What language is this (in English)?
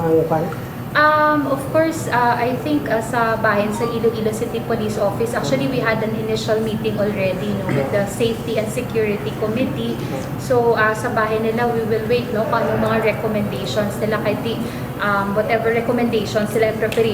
Hiligaynon